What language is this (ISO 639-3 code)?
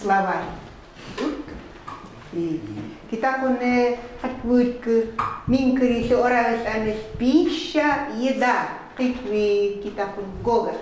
ckt